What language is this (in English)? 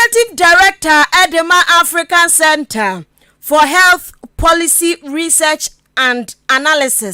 Akan